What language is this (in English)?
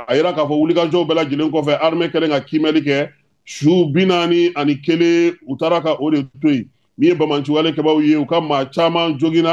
Bambara